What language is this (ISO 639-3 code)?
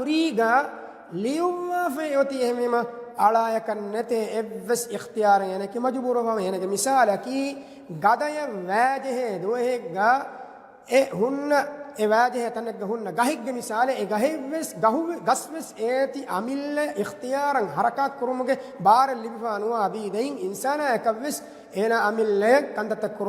div